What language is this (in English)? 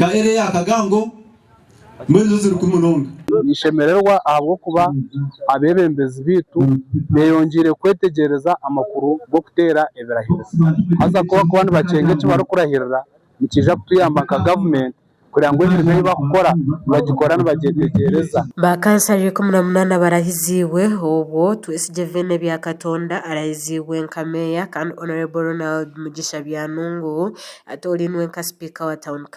Nyankole